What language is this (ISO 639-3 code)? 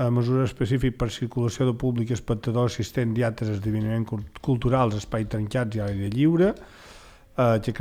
cat